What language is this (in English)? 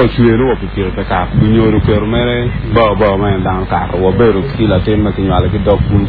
Acoli